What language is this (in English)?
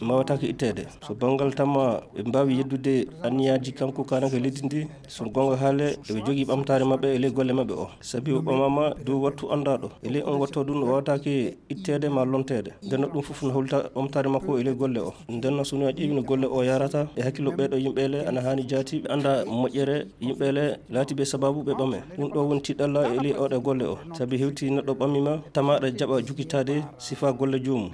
Nigerian Fulfulde